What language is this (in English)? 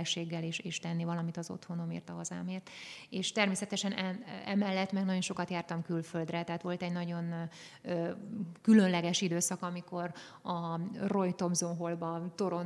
Hungarian